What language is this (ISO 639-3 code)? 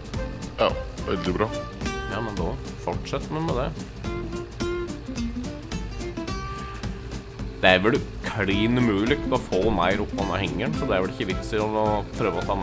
nor